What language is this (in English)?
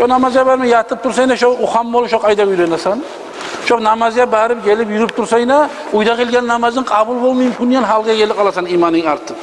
Kumyk